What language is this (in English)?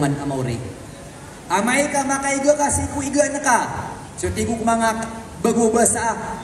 Maranao